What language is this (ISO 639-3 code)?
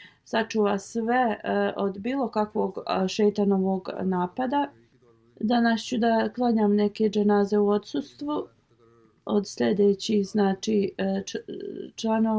bos